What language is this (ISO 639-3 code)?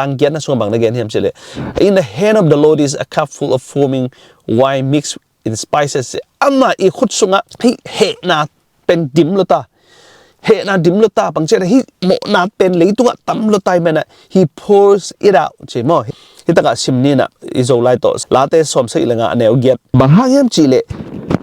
ctd